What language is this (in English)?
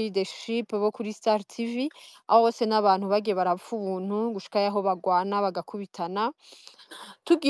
Rundi